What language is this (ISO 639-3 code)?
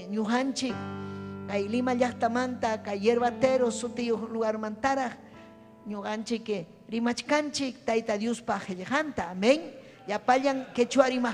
quy